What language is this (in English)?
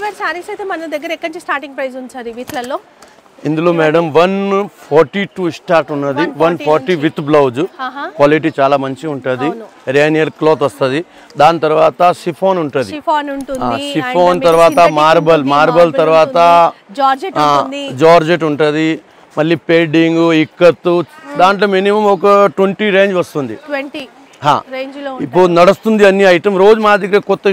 Telugu